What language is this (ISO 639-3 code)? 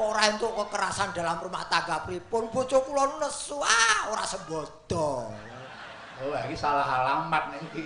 jav